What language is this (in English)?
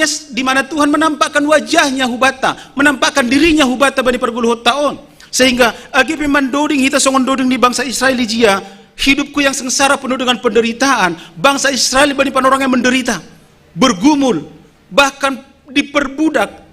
Batak Simalungun